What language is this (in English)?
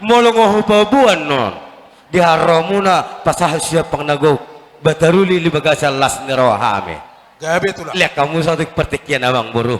Batak Toba